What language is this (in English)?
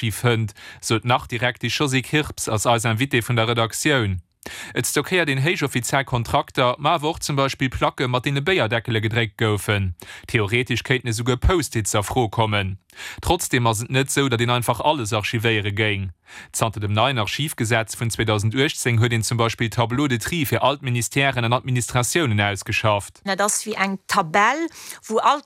Luxembourgish